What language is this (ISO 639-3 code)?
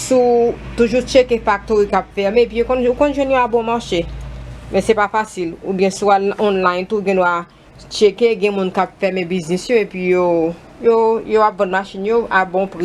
hat